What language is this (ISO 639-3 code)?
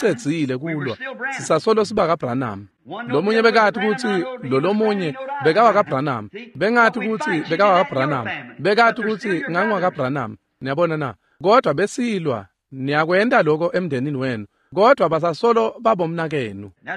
ssw